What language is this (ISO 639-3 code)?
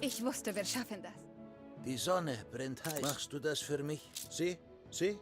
bar